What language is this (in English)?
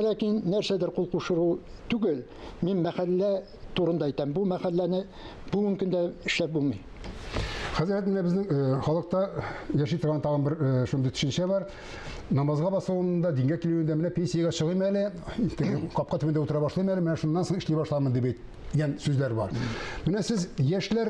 Tatar